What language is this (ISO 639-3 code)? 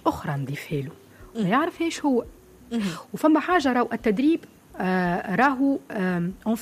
aeb